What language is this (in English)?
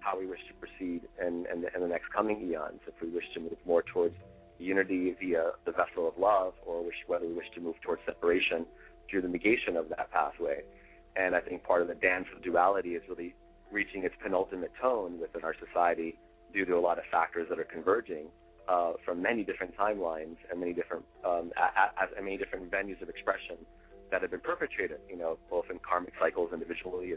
English